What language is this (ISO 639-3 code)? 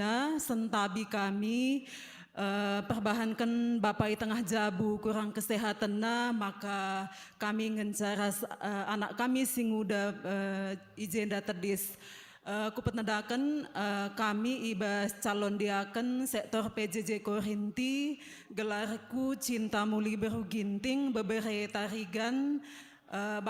btx